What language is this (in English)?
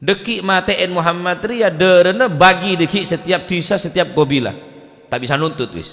Madurese